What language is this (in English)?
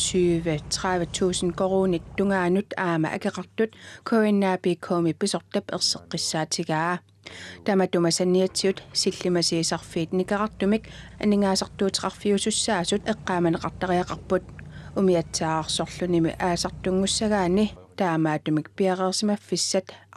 Kalaallisut